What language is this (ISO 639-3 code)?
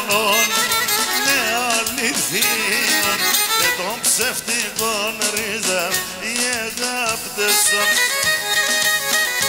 ell